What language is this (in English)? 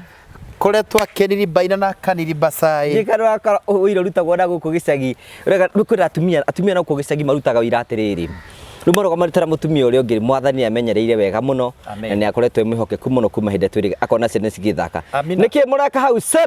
Kikuyu